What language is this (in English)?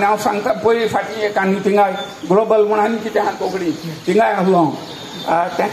Konkani